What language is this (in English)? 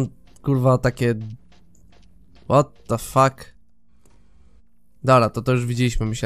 Polish